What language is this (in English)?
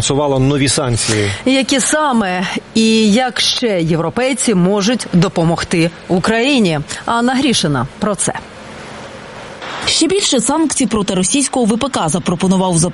Ukrainian